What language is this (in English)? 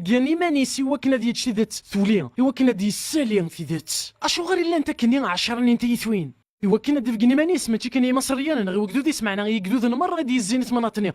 Kabyle